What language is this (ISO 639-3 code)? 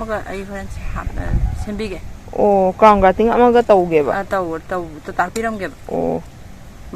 mni